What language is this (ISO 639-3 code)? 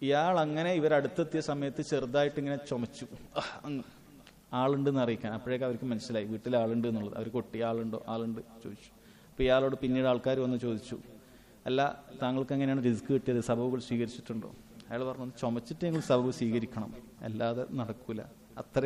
mal